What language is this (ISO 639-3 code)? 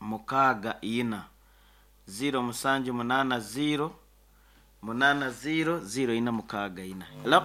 nyn